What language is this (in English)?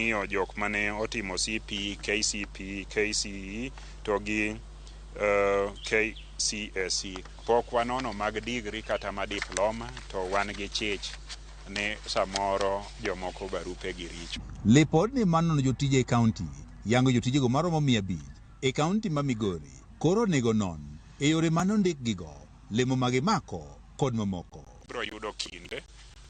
Luo (Kenya and Tanzania)